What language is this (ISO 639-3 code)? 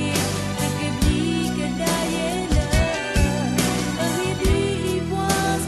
ksw